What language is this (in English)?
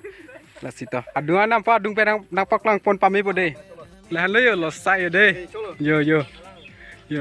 Karbi